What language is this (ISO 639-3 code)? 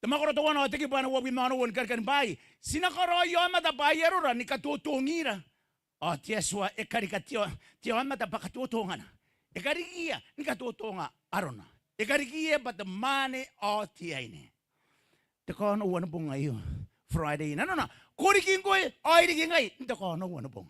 gil